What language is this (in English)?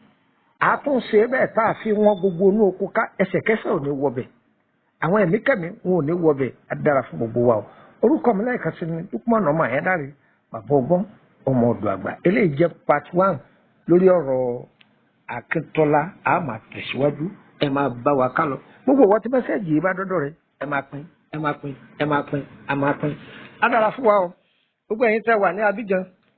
Yoruba